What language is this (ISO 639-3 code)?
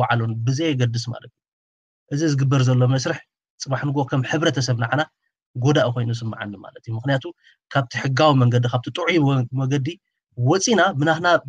tir